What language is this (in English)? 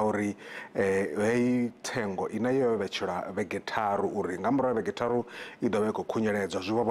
Venda